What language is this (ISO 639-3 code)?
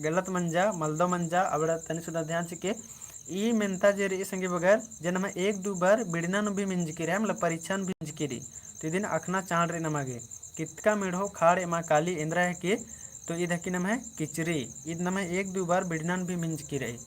kru